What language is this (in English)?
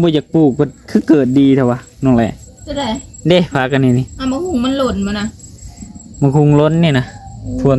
Lao